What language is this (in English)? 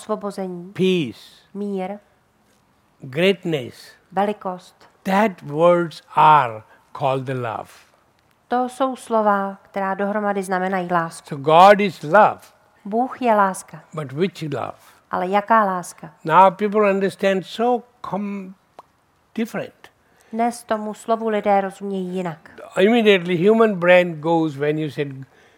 Czech